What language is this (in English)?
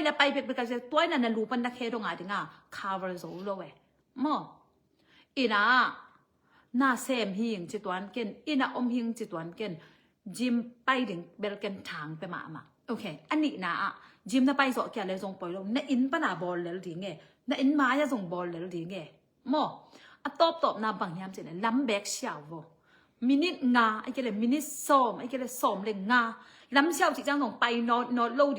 Tedim Chin